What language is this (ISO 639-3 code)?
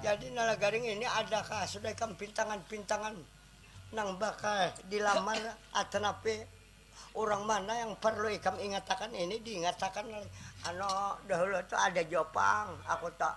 bjn